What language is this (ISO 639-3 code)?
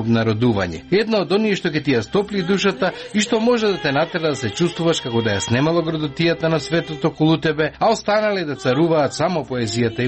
mkd